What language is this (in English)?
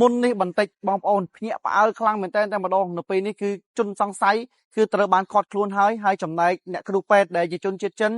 Khmer